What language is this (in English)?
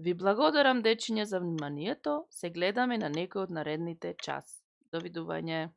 Macedonian